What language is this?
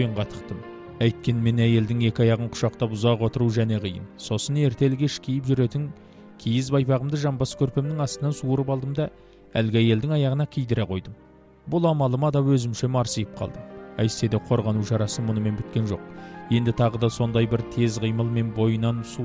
Kazakh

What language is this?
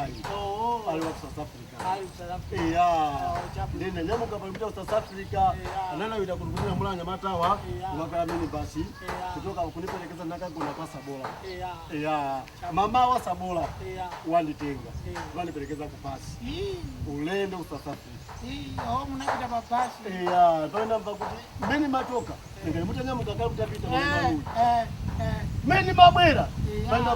Nyanja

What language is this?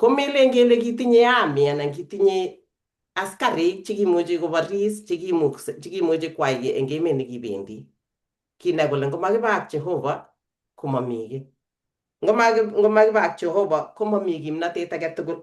Kalenjin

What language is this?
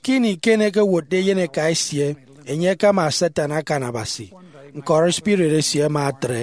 Efik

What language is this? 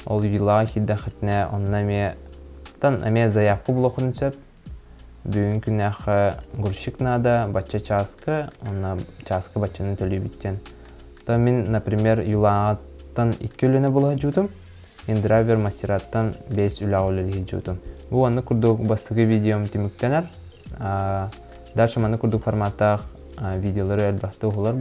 Yakut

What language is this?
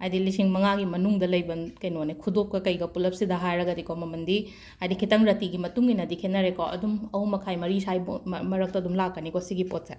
Manipuri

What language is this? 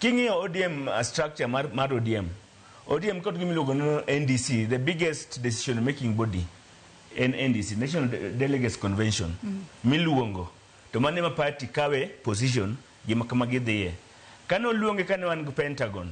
Luo (Kenya and Tanzania)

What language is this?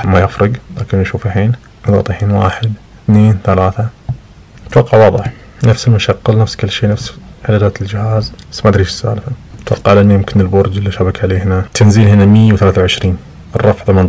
Najdi Arabic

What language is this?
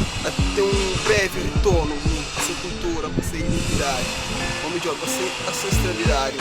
Kabuverdianu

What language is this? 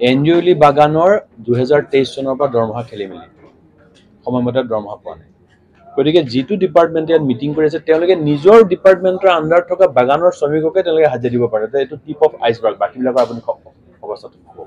Assamese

